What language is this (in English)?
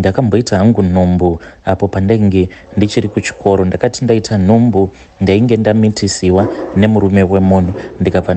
Shona